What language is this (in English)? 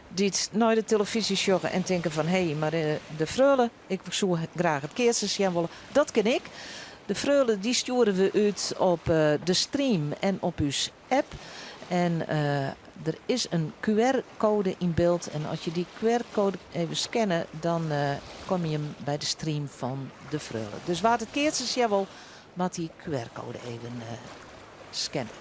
Western Frisian